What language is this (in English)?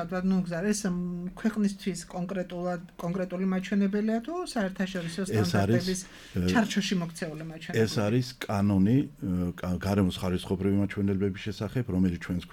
Georgian